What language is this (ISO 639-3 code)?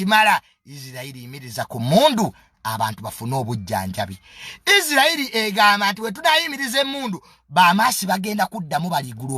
lug